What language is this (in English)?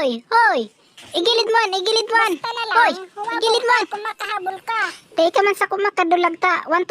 Bikol